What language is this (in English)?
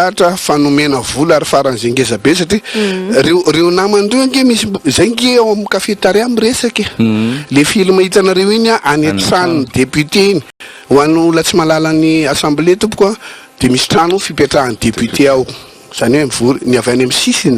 Malagasy